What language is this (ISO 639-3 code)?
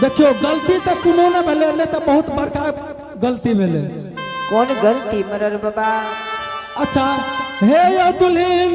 anp